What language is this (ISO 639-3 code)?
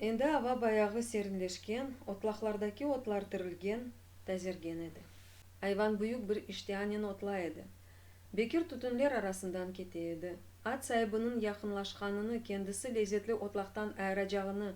crh